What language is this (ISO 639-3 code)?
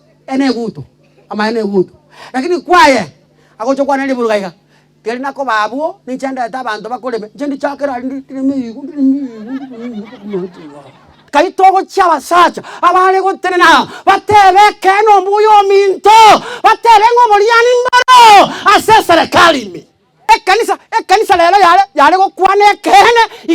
guz